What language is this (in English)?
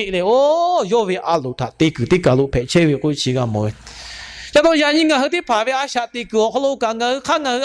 Lahu